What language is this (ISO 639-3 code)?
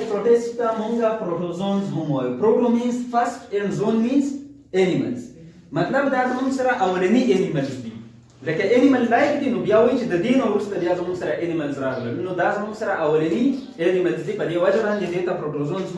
pus